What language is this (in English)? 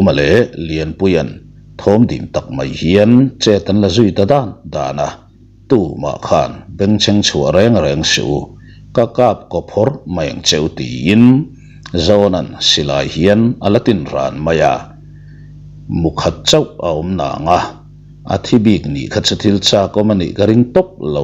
Mizo